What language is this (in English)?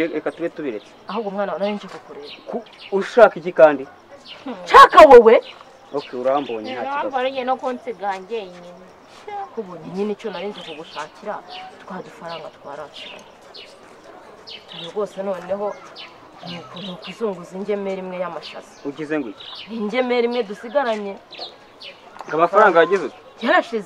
Kinyarwanda